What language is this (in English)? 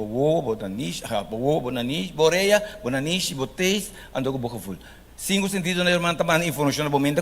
Papiamento